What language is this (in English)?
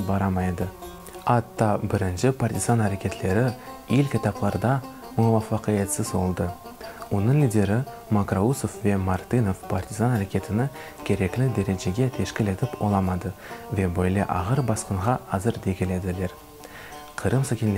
Crimean Tatar